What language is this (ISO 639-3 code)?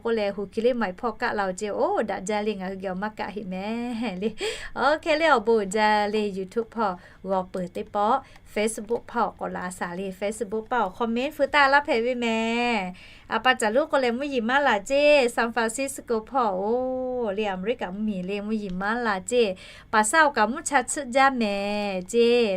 lhu